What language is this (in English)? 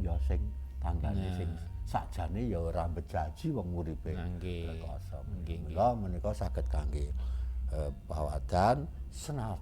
Javanese